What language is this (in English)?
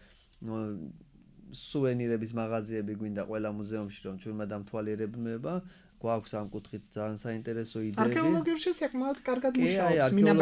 Georgian